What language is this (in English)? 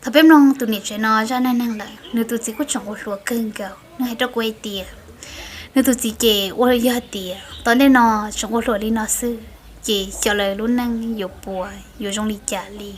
Hmong